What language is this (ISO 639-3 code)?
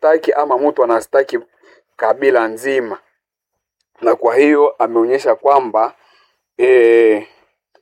swa